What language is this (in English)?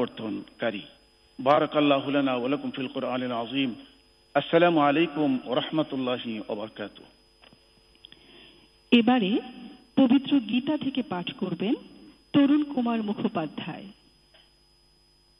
Bangla